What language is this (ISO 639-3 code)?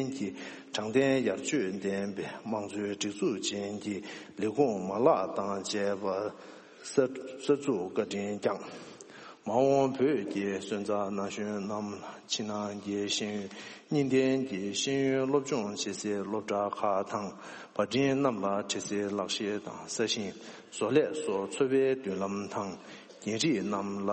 bod